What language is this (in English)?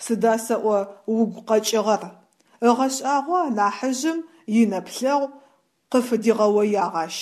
Adyghe